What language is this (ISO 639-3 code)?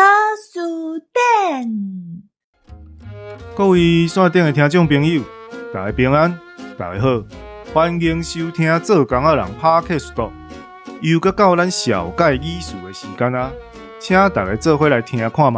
nan